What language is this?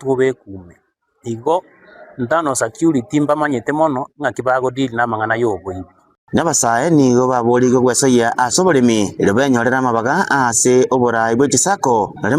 Gusii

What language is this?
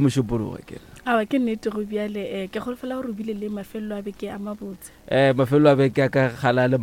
Northern Sotho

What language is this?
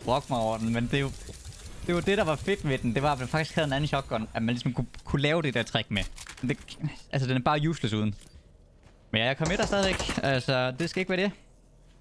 Danish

